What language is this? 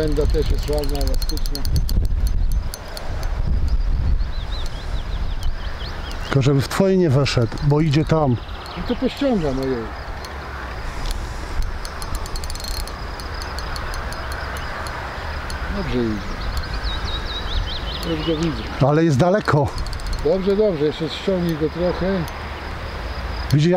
Polish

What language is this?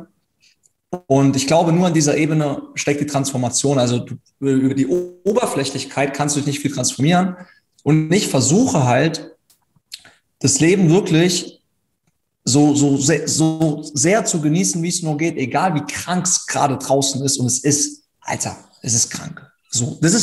German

